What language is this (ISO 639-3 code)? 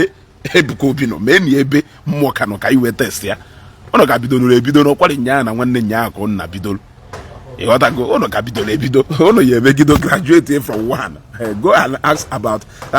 ibo